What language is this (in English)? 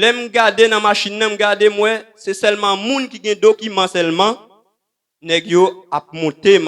Haitian Creole